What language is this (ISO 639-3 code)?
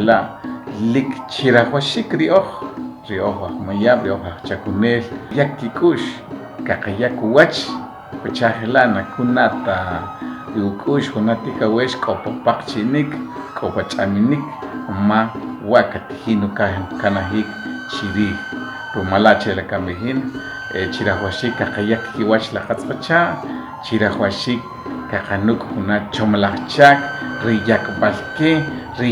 acr